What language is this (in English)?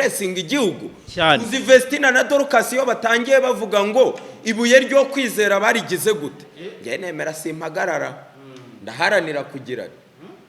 Kinyarwanda